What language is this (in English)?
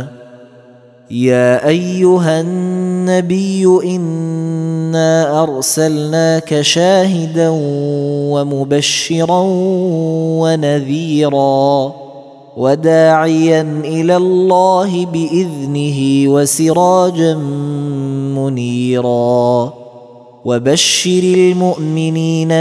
Arabic